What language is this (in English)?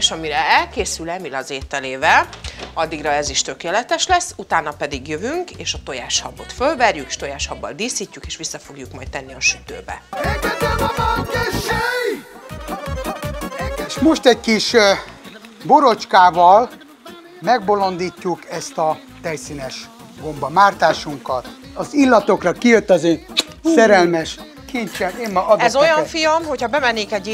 Hungarian